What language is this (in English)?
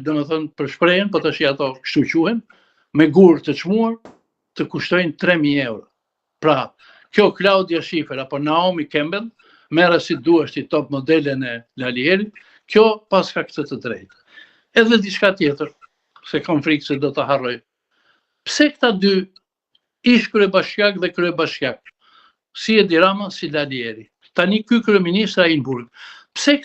Albanian